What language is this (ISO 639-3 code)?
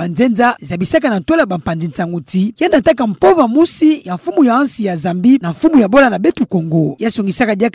ktu